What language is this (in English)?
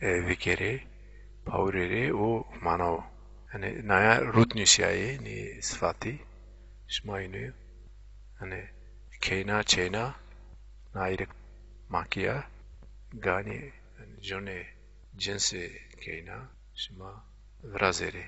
Zaza